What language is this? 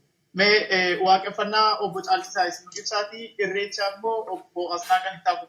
Oromo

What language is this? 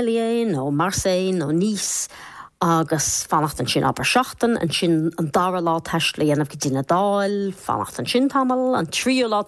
Irish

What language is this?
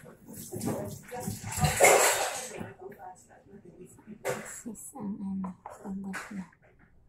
Filipino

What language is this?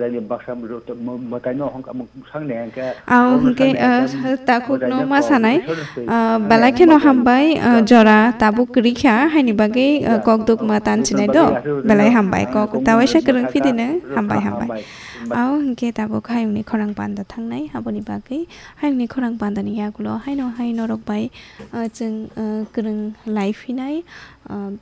Kok Borok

